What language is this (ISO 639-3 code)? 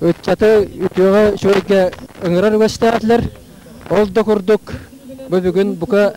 sah